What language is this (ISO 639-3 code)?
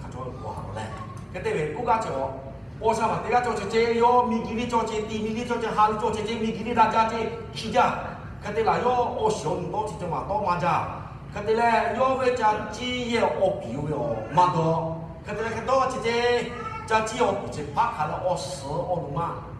lhu